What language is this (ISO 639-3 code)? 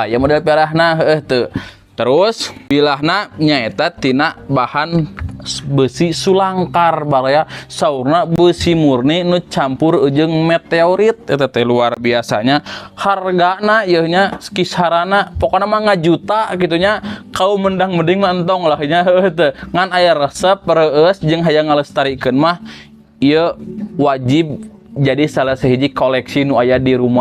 sun